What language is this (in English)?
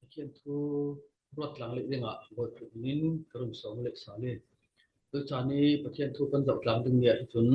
Hakha Chin